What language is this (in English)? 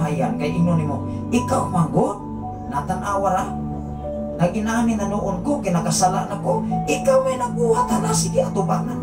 Cebuano